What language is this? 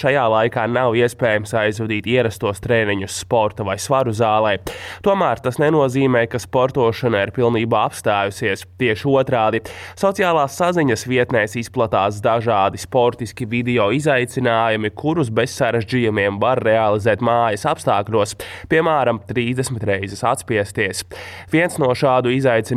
Latvian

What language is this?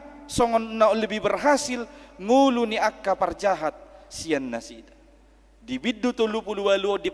Batak Toba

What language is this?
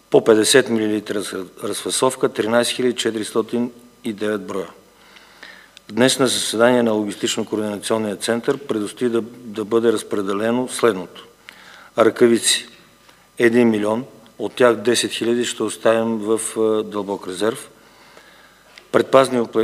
Bulgarian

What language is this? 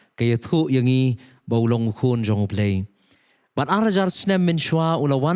Khasi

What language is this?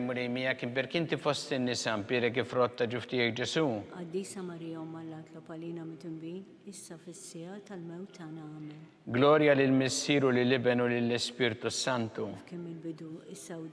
Maltese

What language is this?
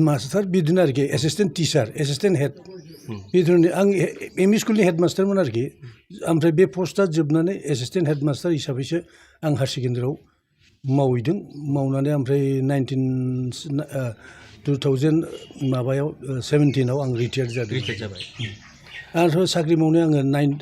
Bodo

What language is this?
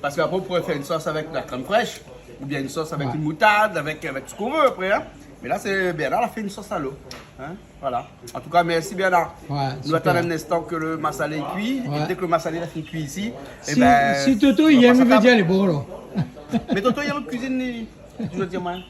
Réunion Creole French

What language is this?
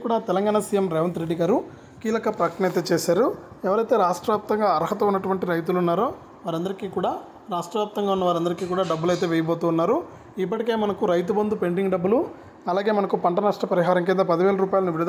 Telugu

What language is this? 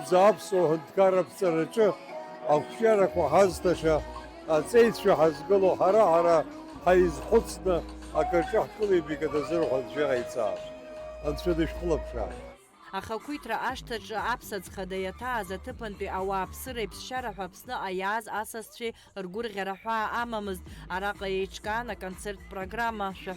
Abkhazian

